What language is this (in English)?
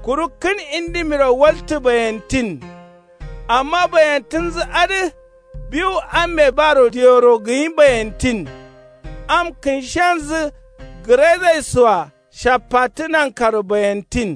Kanuri